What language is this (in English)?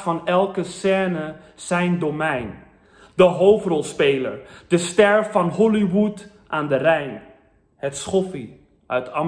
Dutch